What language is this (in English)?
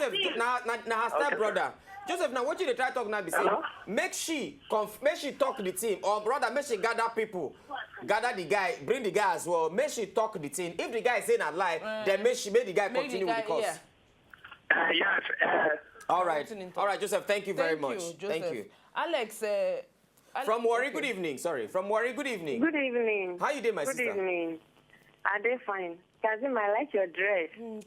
Nigerian Pidgin